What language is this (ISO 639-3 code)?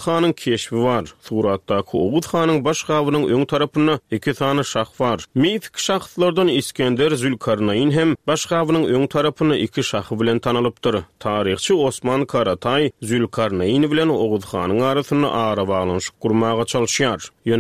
tuk